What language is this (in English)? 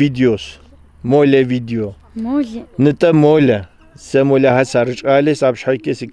Kabardian